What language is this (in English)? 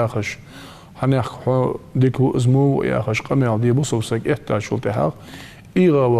Ingush